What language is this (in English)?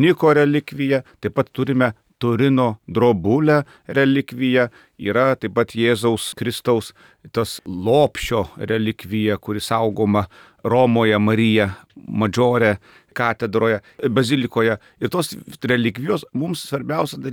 Lithuanian